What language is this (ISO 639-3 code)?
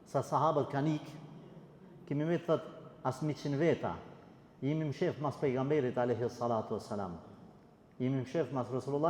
sqi